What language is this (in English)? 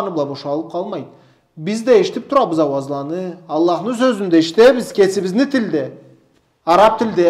Karachay-Balkar